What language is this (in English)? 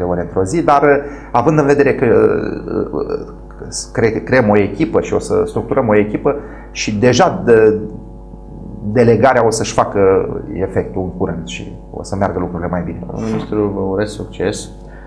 Romanian